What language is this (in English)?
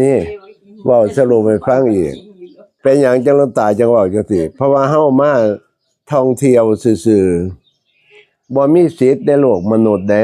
Northeastern Thai